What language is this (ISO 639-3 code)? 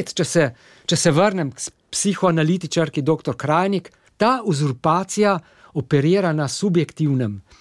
slv